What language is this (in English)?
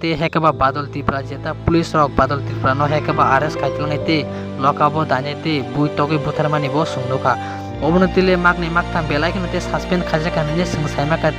Kok Borok